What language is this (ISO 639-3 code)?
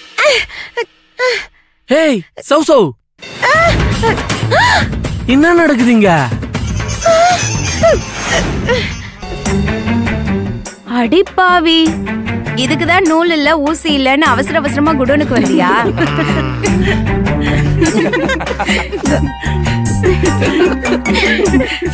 tam